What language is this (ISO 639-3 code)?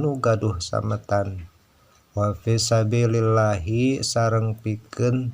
sun